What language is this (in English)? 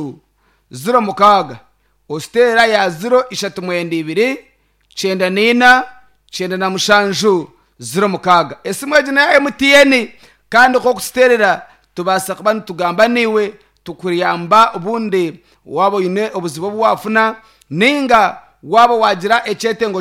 Nyankole